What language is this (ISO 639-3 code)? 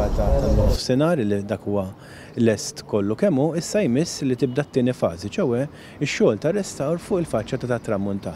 mlt